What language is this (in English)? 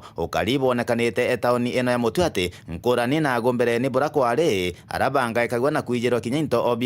Meru